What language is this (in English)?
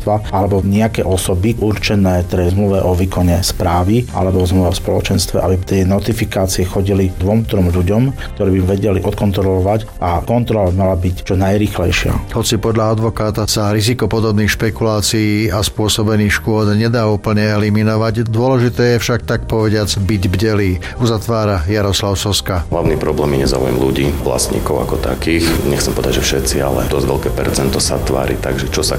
Slovak